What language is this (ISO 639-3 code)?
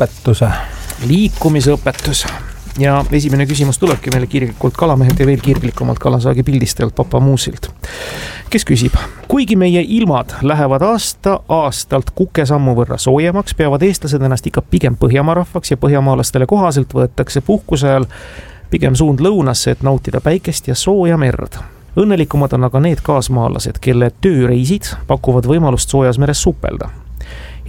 est